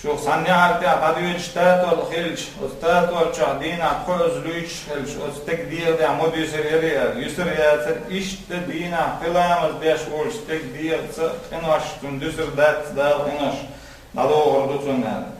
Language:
Chechen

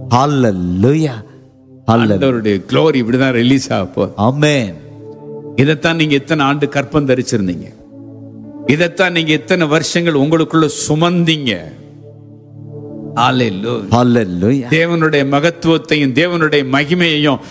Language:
Tamil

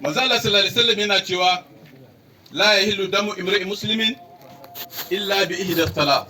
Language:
Hausa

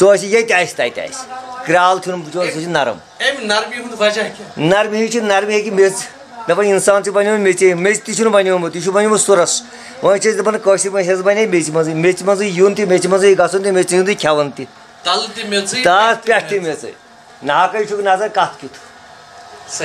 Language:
Kashmiri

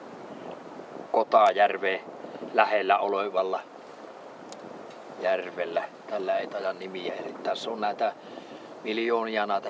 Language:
Finnish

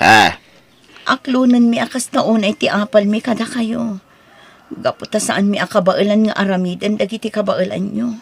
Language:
Iloko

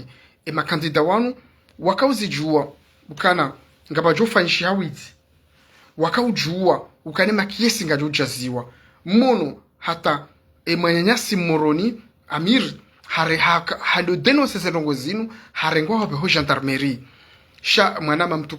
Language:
Ngazidja Comorian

